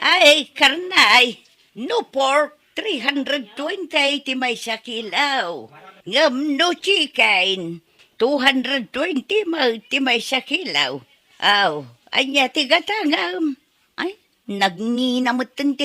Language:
Iloko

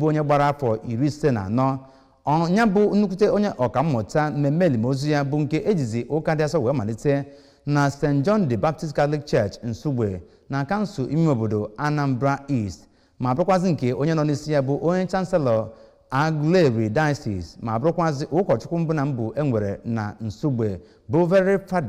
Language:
Igbo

